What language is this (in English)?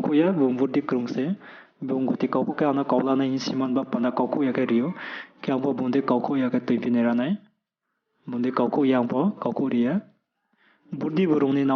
Riang (India)